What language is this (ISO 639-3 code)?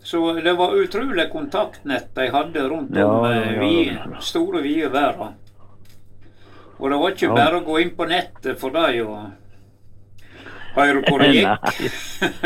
nor